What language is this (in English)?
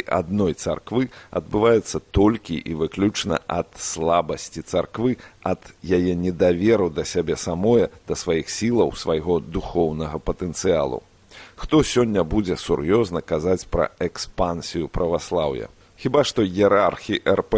Belarusian